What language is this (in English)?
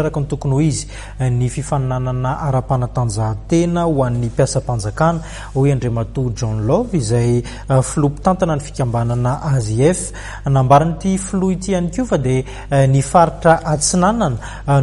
Malagasy